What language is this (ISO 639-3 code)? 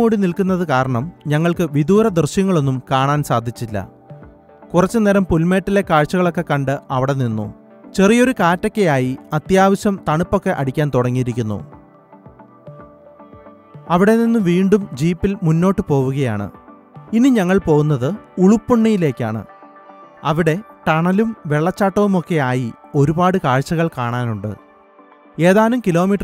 mal